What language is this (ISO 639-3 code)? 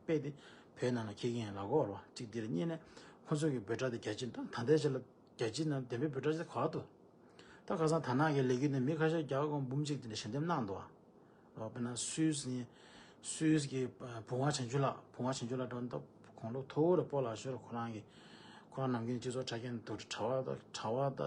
bod